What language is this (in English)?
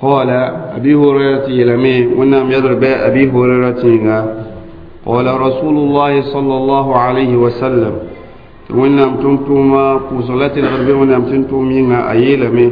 Mossi